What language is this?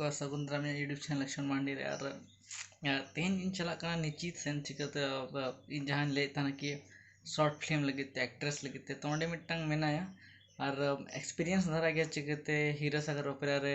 Santali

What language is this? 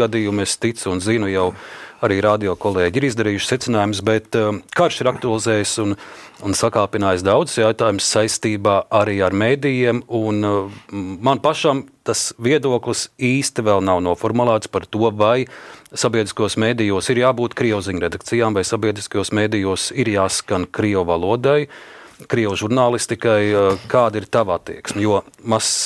Latvian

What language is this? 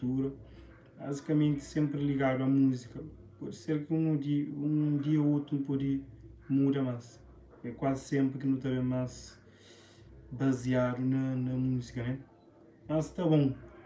Kabuverdianu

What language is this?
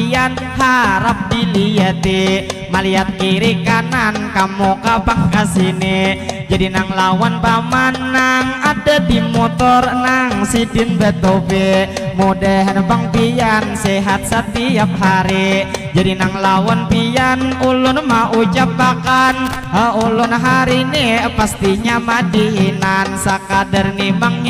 Banjar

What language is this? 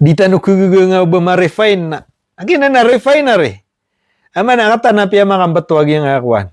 Maranao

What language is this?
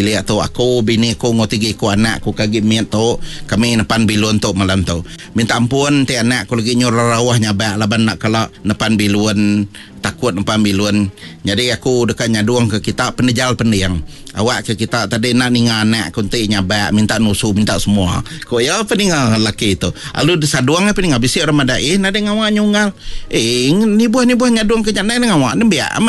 Iban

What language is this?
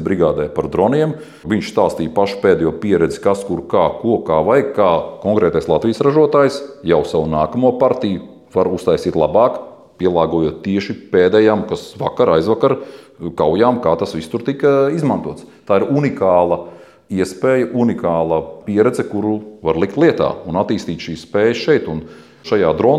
Latvian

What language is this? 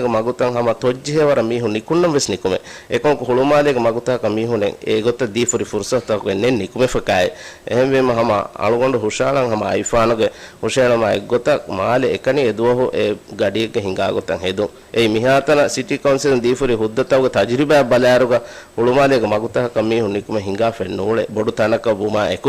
Divehi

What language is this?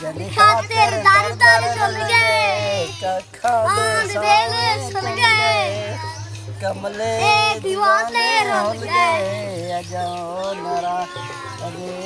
Saraiki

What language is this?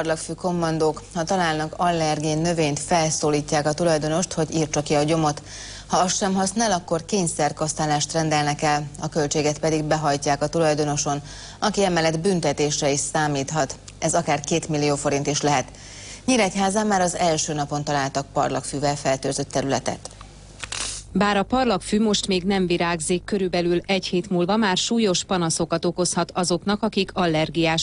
Hungarian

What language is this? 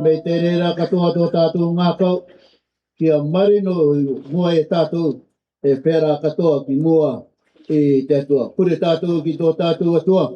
Rarotongan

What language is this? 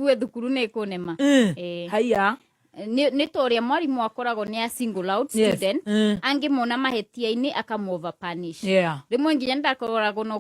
Kikuyu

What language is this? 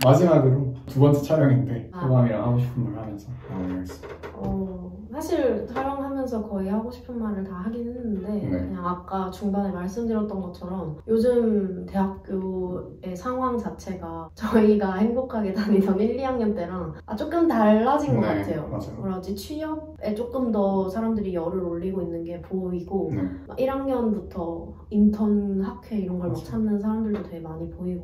Korean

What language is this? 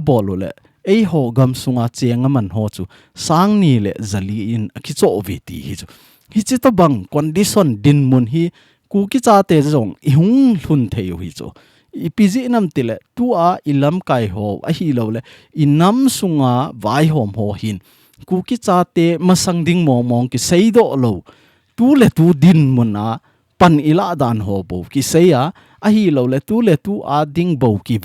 Thado Chin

